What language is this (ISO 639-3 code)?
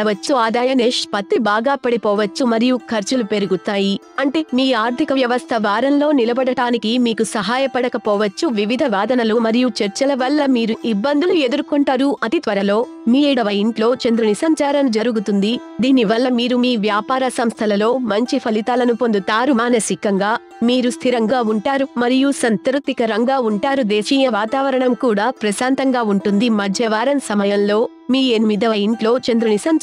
tel